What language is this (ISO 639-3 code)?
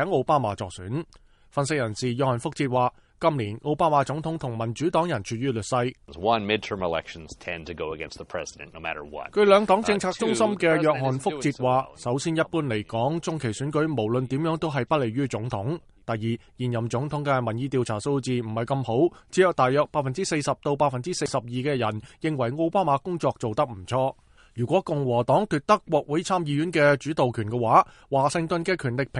yue